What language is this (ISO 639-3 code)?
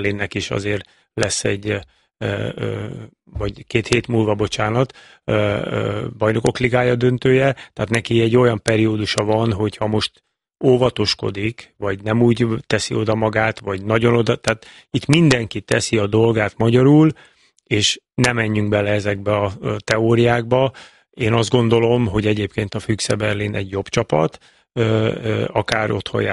hun